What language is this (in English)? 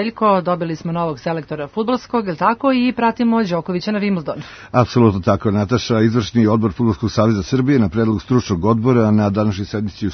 Serbian